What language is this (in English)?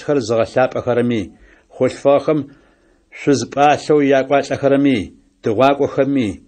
Adyghe